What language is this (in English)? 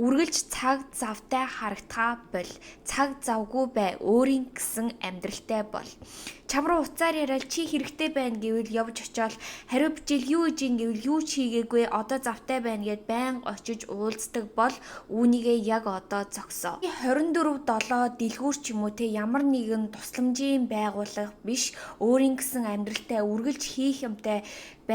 Mongolian